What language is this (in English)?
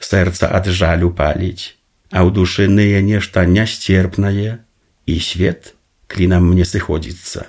Belarusian